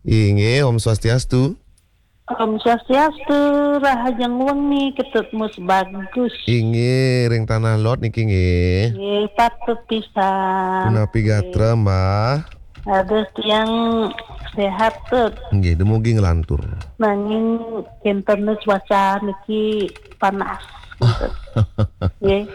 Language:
Balinese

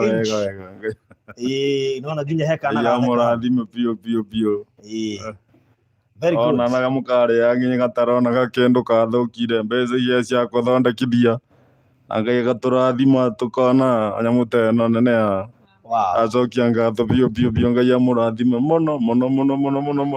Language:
Kikuyu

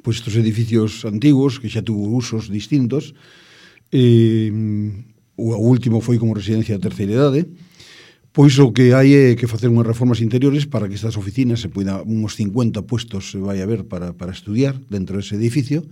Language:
Galician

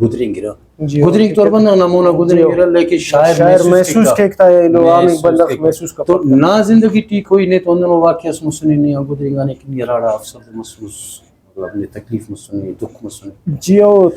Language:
Brahui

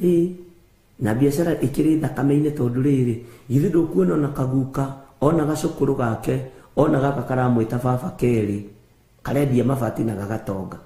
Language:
Kikuyu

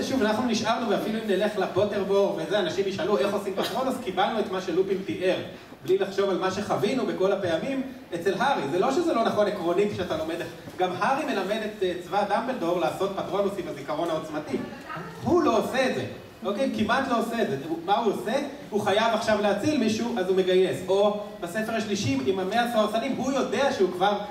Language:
Hebrew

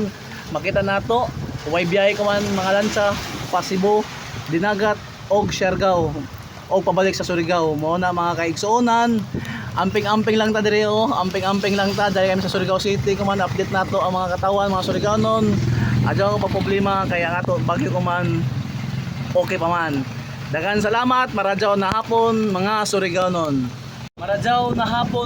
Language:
Surigaonon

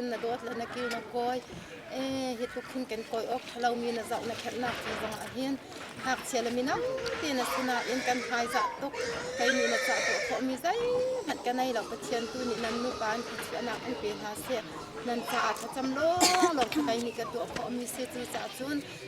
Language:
Hakha Chin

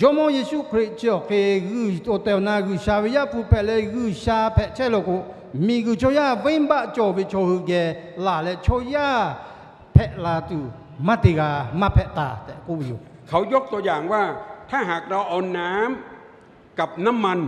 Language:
Lahu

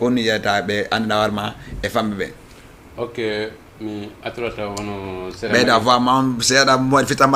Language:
Fula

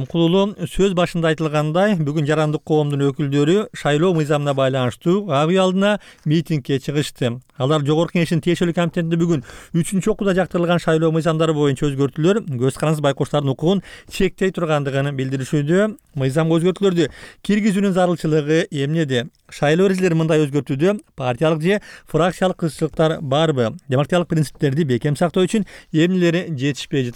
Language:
Kyrgyz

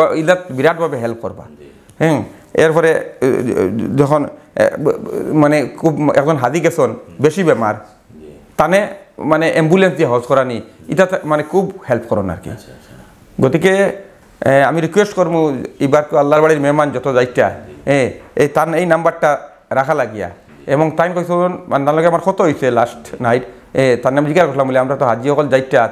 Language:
Sylheti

